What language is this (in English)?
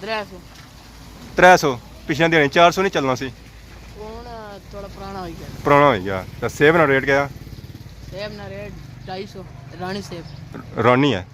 Pahari-Potwari